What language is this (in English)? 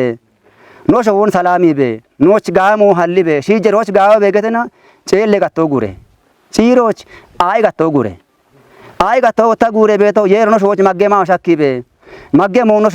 Kafa